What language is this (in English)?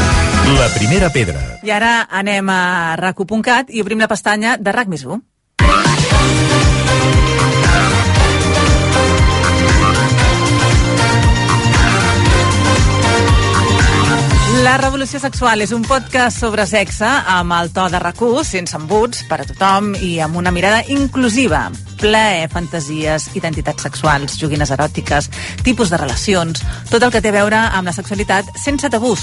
Catalan